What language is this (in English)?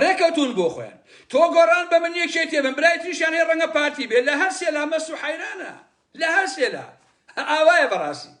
Central Kurdish